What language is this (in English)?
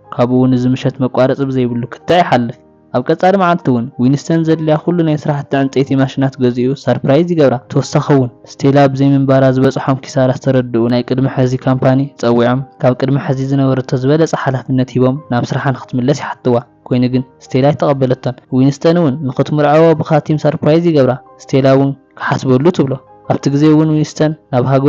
Tigrinya